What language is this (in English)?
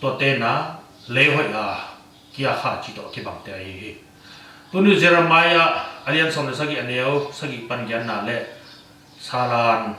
Tedim Chin